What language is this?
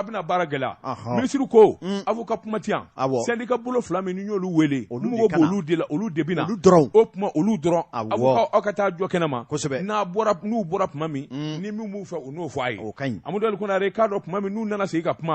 Bambara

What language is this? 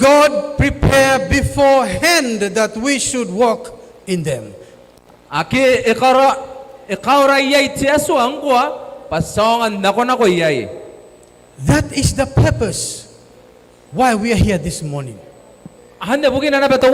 Gilbertese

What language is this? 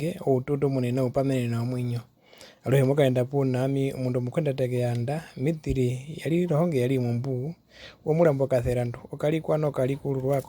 Herero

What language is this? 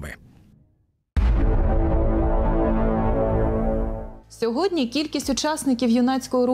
Ukrainian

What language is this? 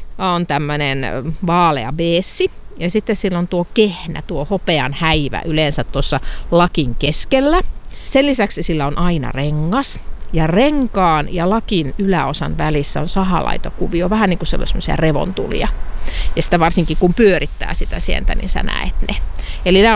Finnish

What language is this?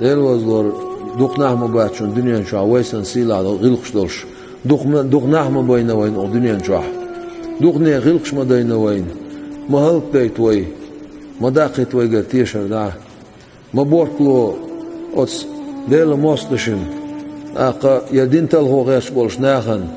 Chechen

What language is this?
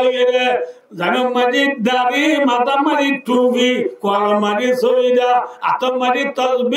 Rohingya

